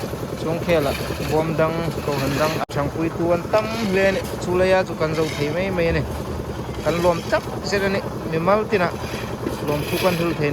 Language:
Hmar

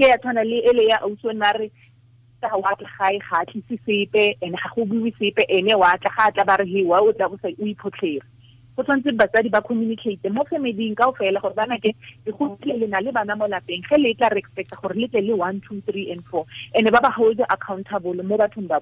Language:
Tswana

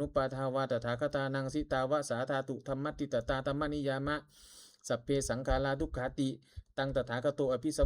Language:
Pali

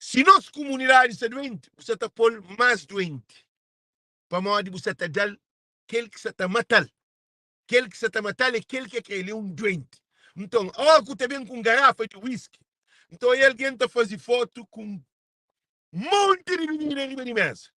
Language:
Kabuverdianu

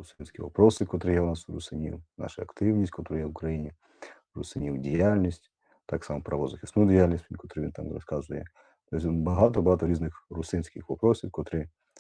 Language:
Rusyn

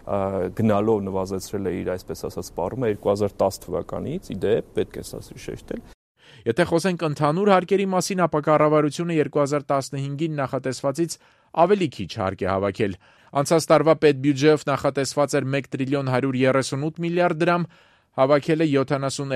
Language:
Armenian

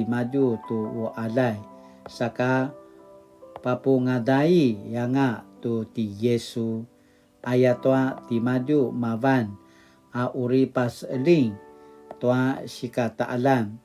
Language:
Paiwan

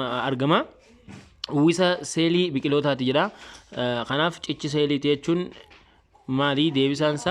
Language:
Oromo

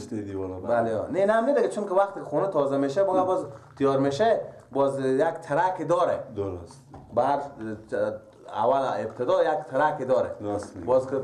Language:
Persian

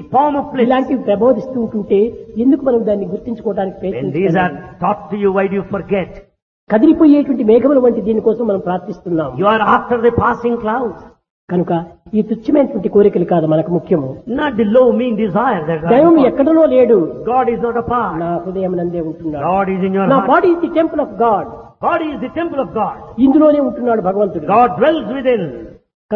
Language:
Telugu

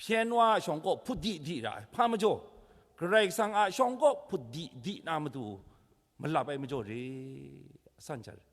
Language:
Kachin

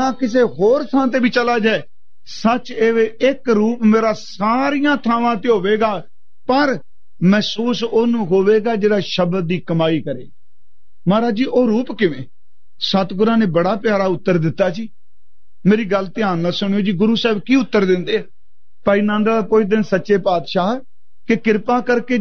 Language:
Punjabi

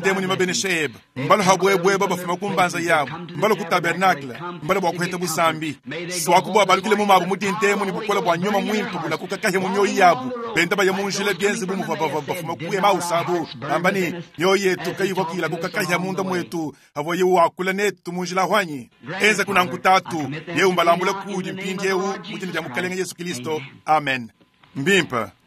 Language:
Luba-Lulua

